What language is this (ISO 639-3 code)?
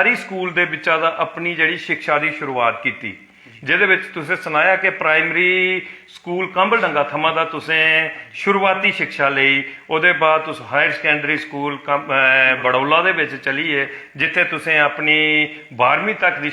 doi